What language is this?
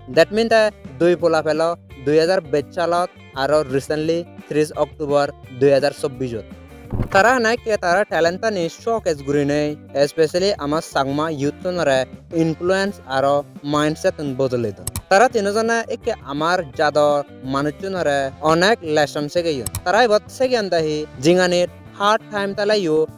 Chakma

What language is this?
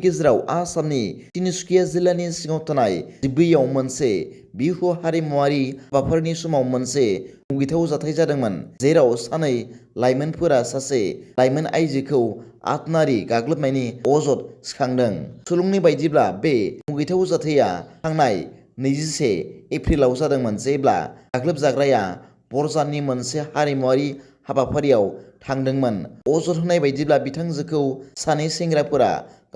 Bodo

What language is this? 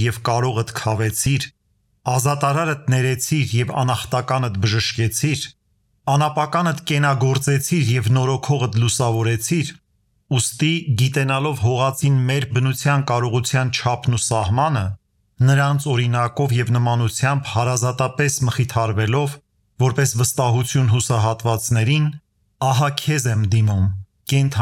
Armenian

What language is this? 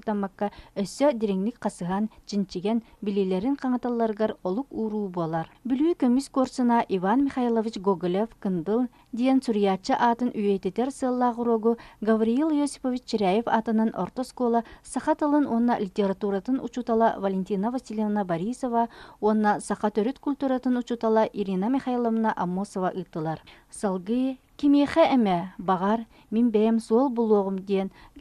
Yakut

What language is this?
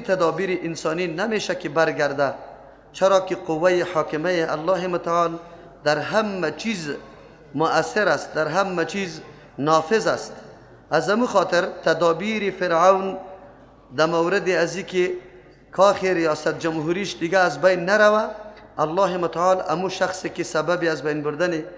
Persian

